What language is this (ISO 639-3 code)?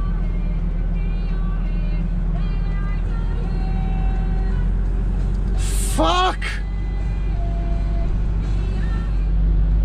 hrv